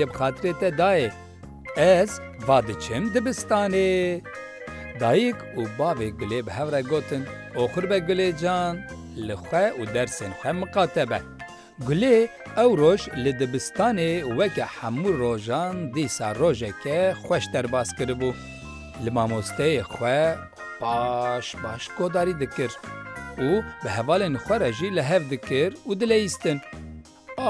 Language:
Kurdish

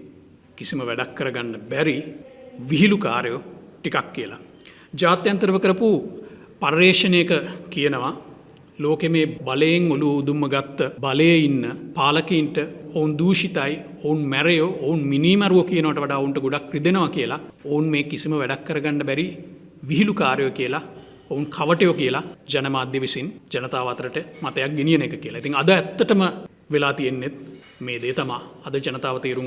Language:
Sinhala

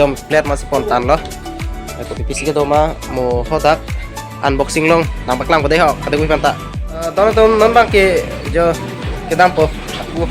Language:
Karbi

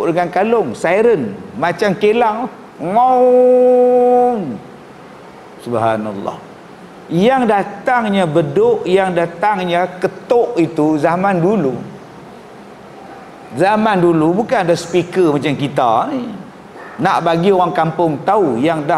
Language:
Malay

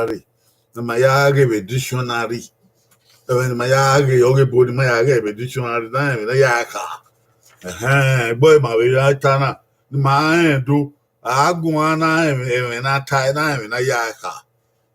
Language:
Bini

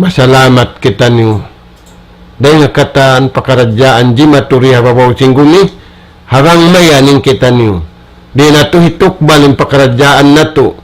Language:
Tausug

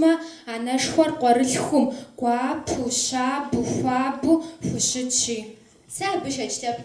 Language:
Kabardian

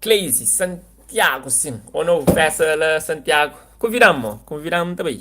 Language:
Kabuverdianu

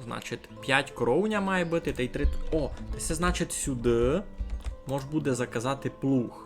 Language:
Rusyn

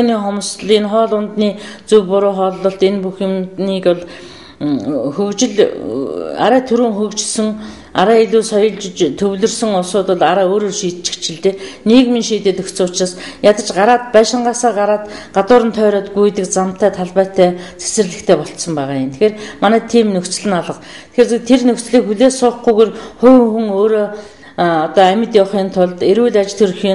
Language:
Mongolian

